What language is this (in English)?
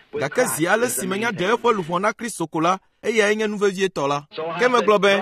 Ewe